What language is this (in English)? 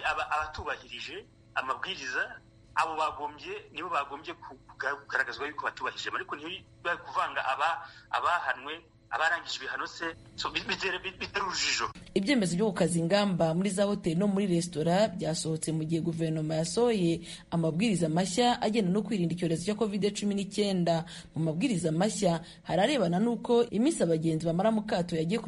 Kinyarwanda